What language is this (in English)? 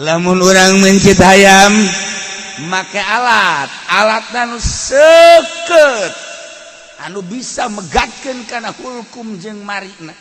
Sundanese